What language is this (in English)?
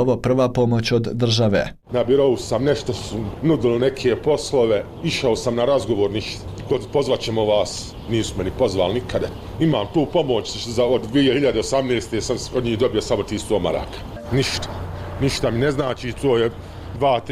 Bosnian